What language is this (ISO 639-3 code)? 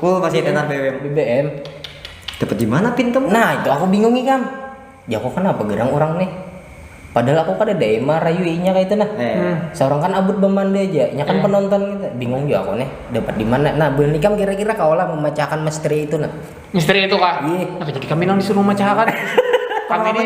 bjn